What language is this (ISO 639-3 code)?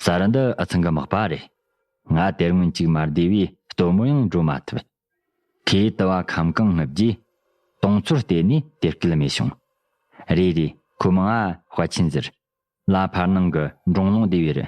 bod